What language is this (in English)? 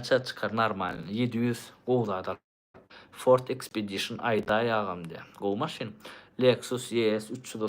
Turkmen